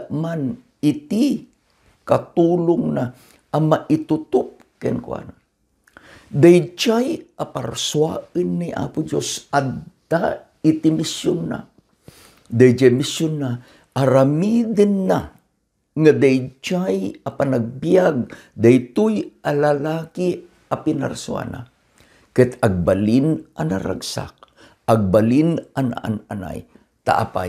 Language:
Iloko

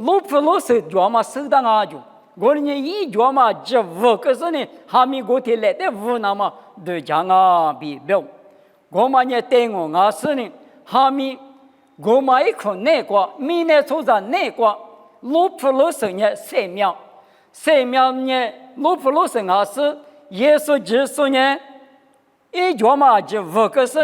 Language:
Lisu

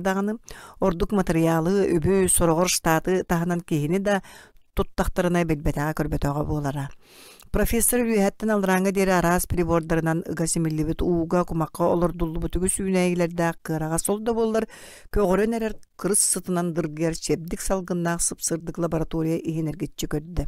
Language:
Yakut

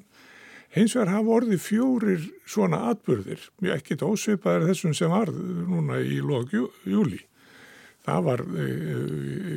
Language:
Icelandic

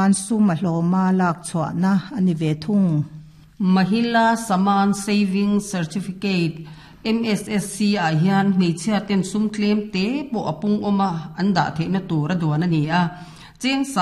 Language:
Mizo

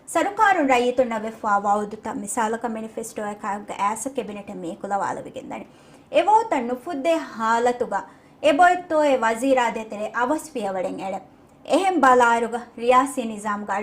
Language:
Divehi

